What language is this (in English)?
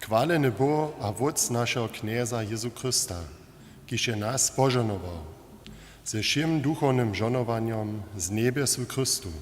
Upper Sorbian